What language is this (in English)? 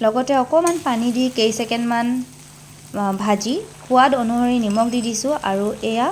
Assamese